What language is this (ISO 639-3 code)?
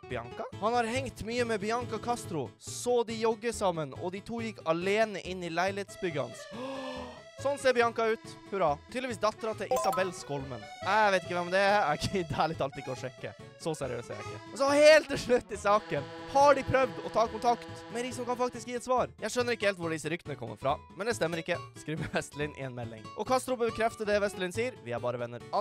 nor